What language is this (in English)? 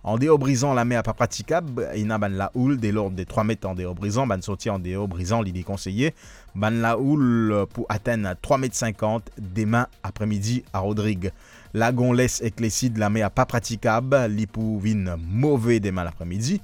Morisyen